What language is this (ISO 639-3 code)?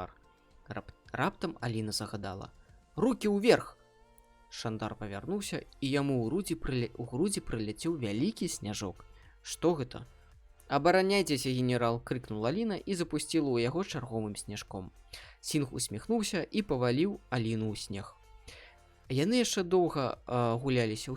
bel